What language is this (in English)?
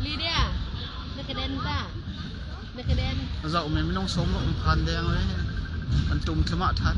Hakha Chin